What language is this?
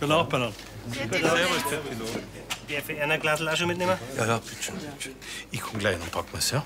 Bavarian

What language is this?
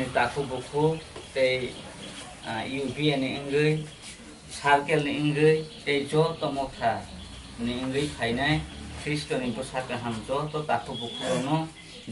Kok Borok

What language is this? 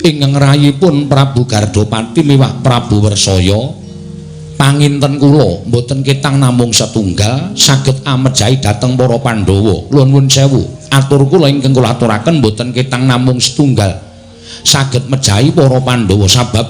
Javanese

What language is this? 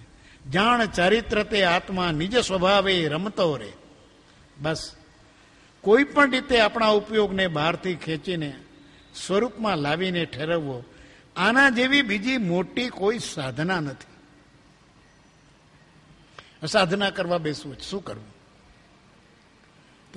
Gujarati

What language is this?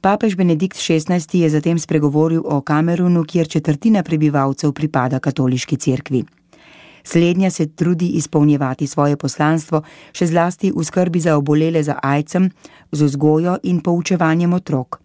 Slovenian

